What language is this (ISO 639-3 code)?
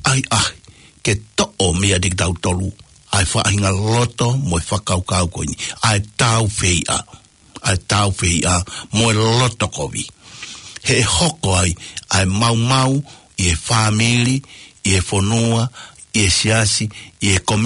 ton